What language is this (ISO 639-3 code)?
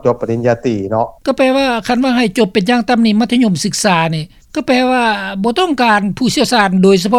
lao